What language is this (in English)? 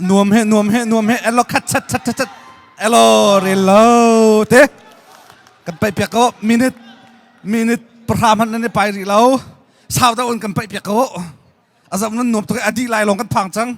Hakha Chin